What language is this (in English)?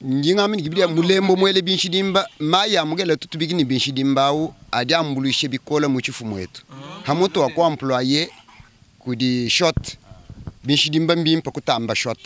Luba-Lulua